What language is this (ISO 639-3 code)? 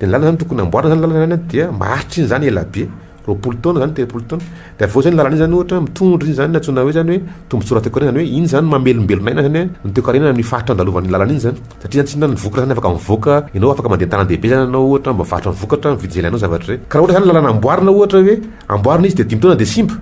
mlg